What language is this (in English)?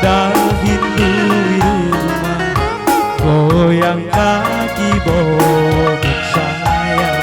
Batak Karo